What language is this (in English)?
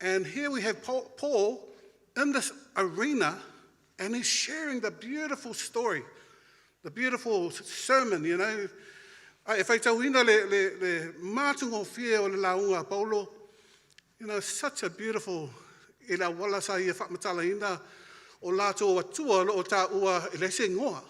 Samoan